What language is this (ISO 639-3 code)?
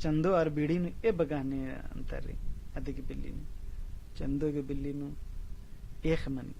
kru